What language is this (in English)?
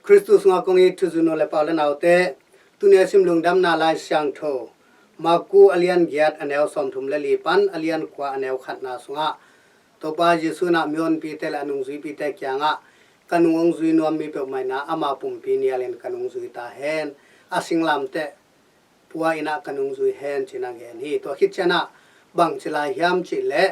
Tedim Chin